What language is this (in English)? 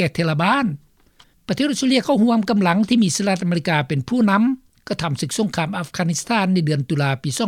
Lao